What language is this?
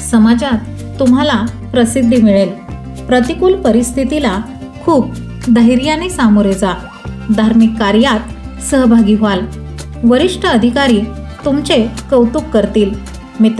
Marathi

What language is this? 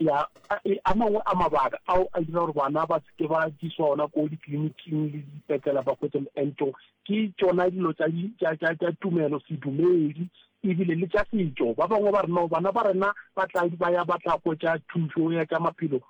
Southern Sotho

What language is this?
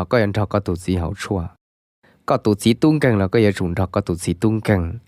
Hmong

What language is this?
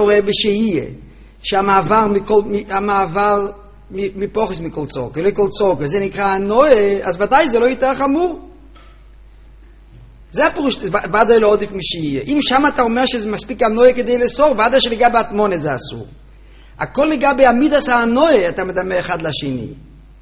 Hebrew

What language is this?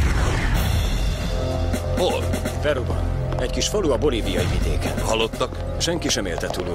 Hungarian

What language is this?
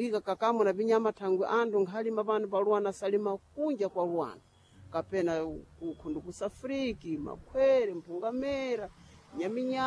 Sena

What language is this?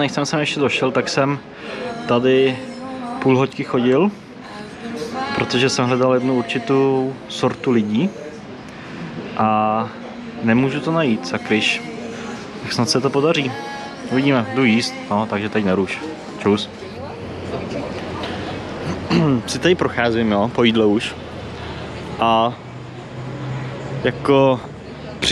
Czech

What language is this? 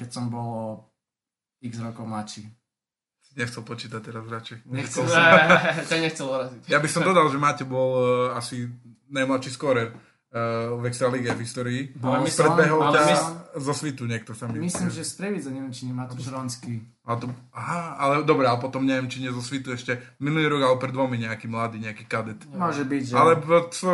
Slovak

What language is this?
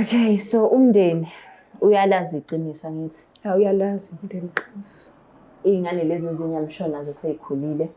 Zulu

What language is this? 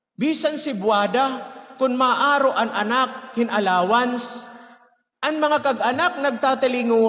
Waray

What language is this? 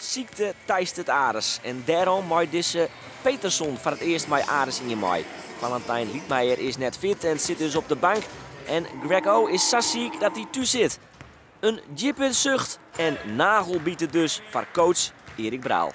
Western Frisian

